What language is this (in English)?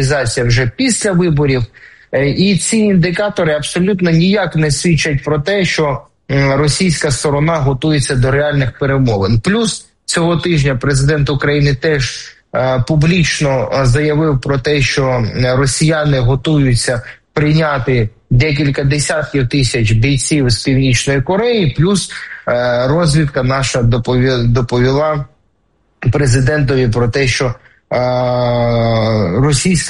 Ukrainian